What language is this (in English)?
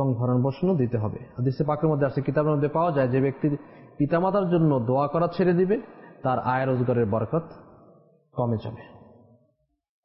Bangla